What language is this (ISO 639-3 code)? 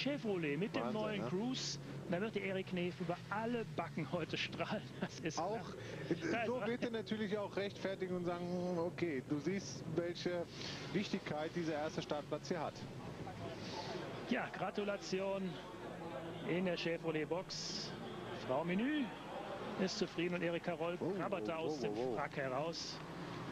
deu